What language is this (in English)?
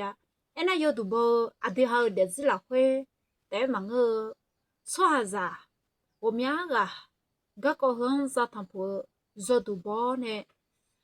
Akha